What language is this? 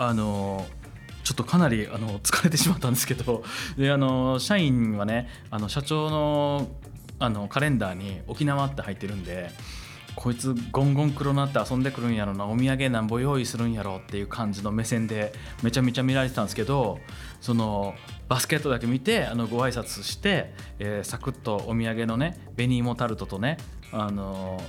Japanese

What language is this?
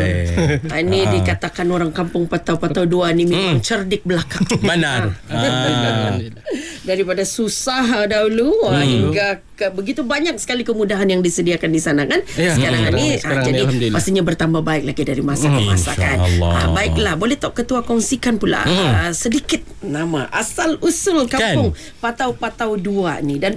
Malay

